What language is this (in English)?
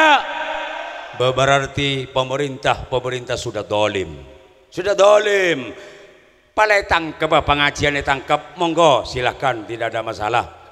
Madurese